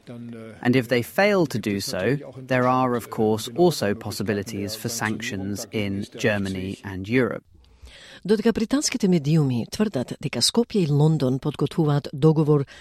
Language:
Macedonian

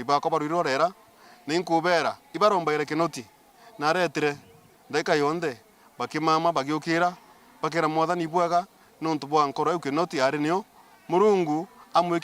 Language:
Meru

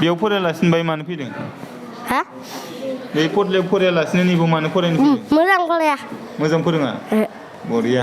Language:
Bodo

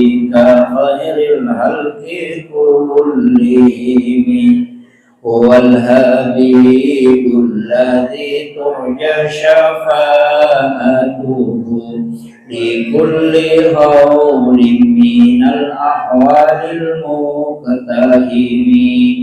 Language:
Buginese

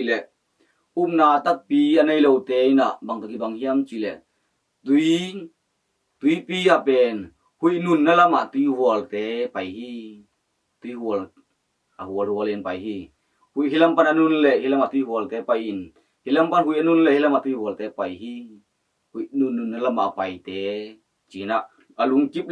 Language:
Tedim Chin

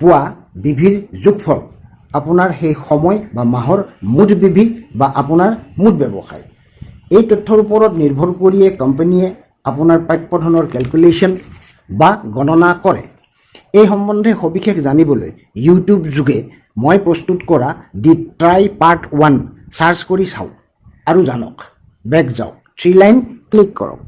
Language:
Assamese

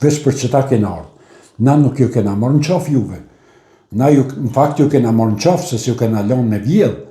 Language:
Albanian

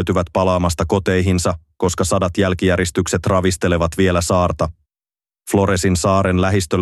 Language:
Finnish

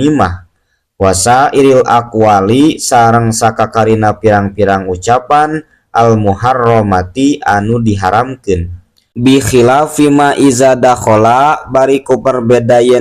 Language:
Sundanese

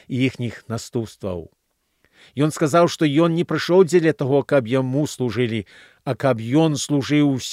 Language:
Belarusian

